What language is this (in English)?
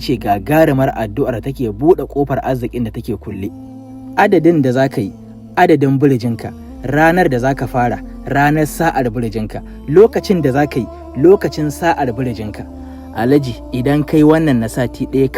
Hausa